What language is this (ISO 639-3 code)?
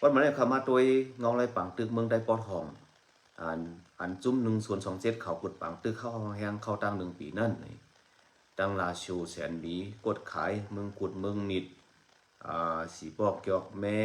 shn